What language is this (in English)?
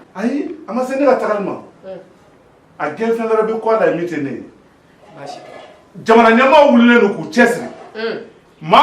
Bambara